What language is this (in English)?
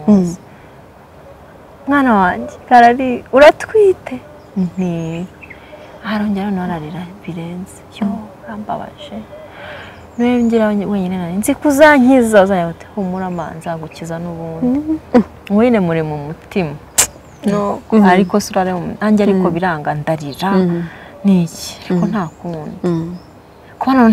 Kinyarwanda